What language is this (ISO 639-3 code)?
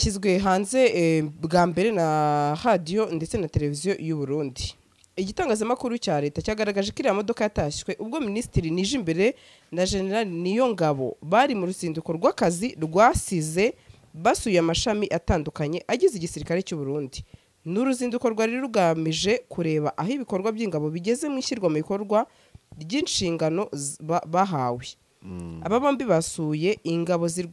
kin